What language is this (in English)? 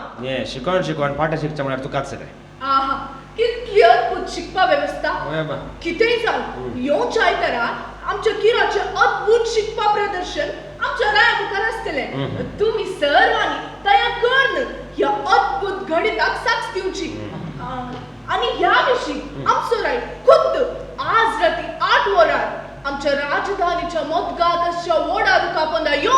Konkani